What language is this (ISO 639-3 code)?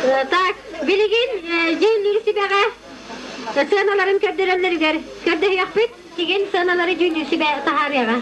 sah